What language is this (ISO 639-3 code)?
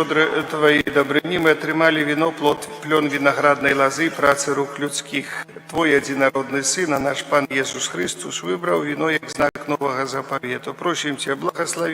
bel